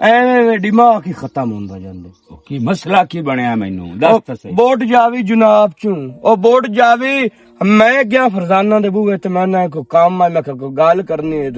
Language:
Western Panjabi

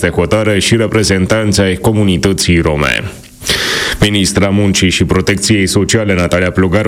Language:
Romanian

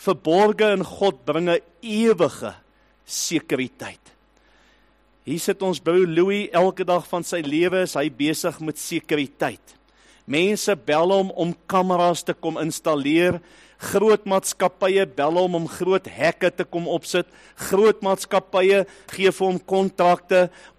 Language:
Afrikaans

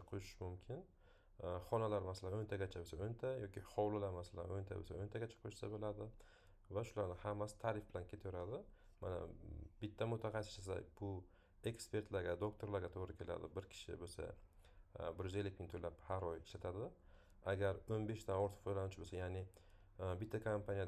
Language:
Uzbek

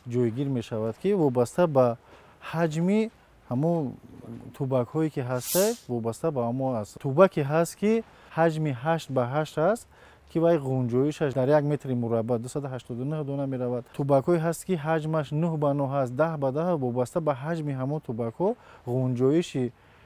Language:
Tajik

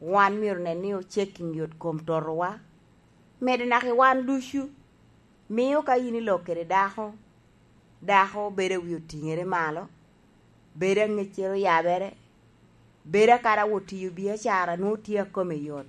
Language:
Lango (Uganda)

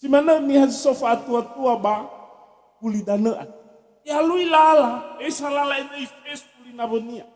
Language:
Nias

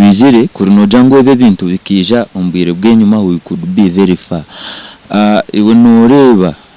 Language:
Nyankole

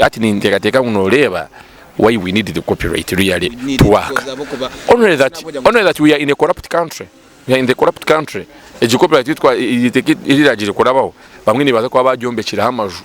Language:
Nyankole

